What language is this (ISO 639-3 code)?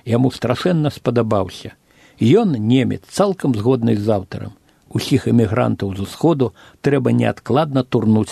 bel